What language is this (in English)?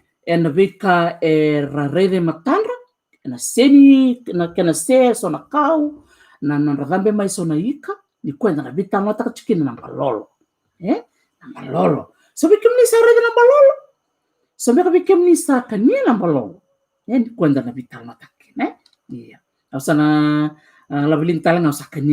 Fijian